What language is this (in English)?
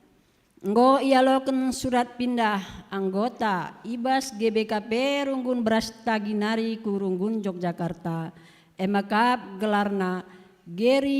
Batak Karo